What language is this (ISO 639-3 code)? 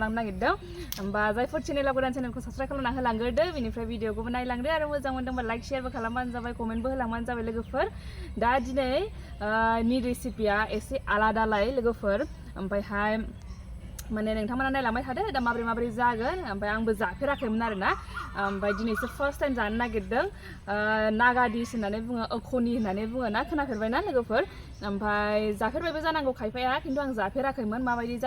brx